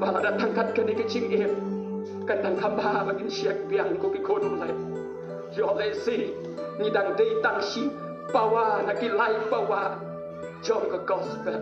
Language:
Khasi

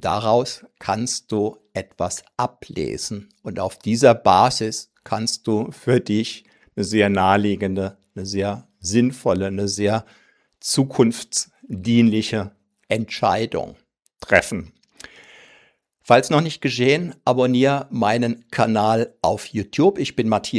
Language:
German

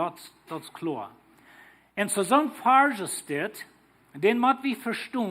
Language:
Plautdietsch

